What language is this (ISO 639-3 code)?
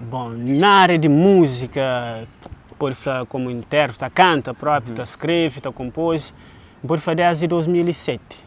kea